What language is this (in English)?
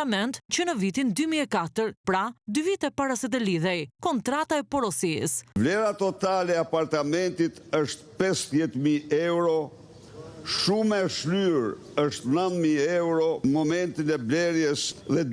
Albanian